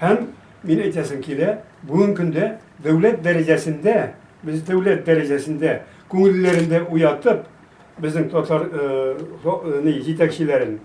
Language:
Tatar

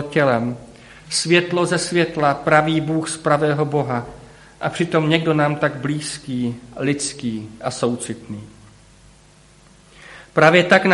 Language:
Czech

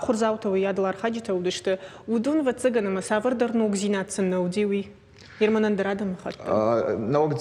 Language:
Ossetic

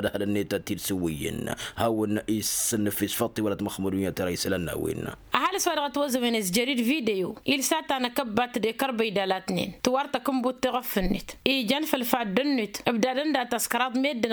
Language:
Tamasheq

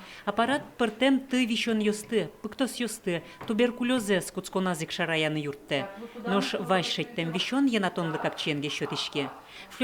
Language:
Udmurt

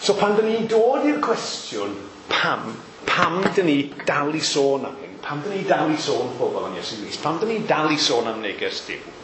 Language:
Welsh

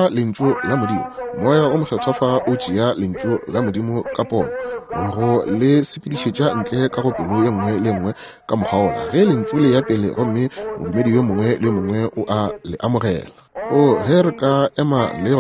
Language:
Northern Sotho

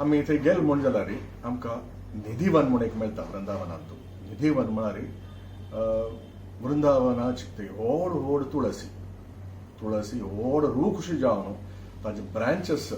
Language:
Konkani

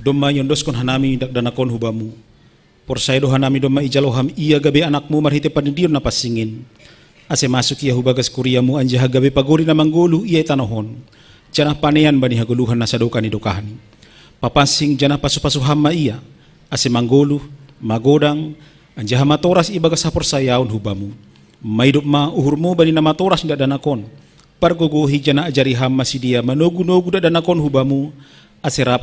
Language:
Batak Simalungun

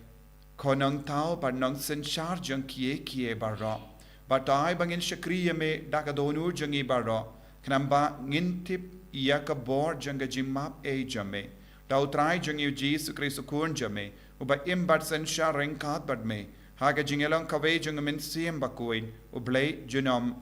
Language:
Khasi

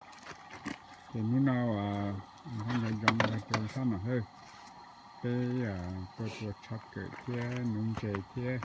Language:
Hmong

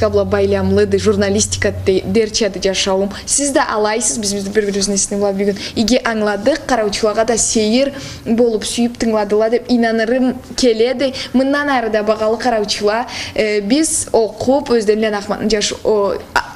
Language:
Karachay-Balkar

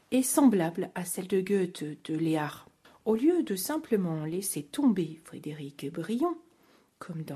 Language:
French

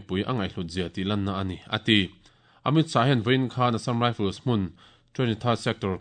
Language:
Mizo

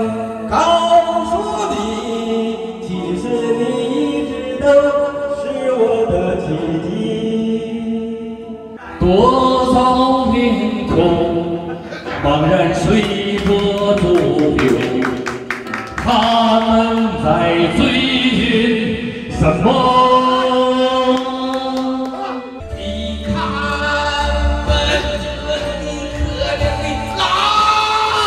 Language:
Chinese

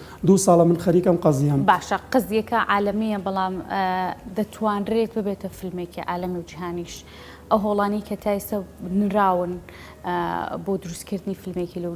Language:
Central Kurdish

